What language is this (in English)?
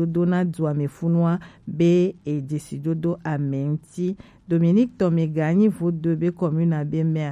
Gen